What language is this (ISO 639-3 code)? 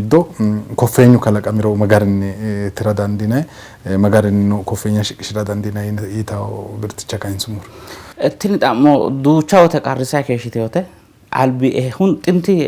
sid